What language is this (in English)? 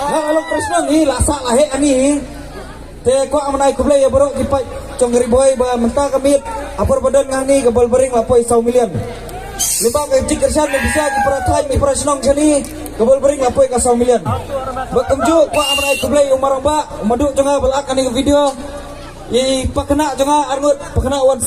Khasi